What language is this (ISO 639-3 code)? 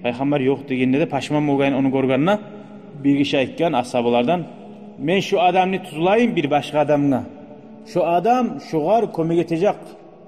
kum